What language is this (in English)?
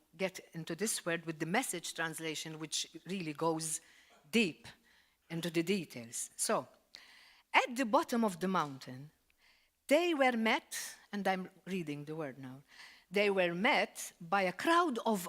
English